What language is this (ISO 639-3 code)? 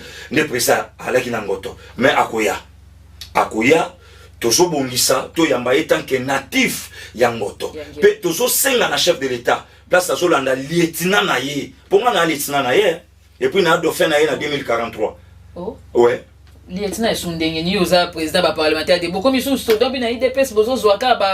lin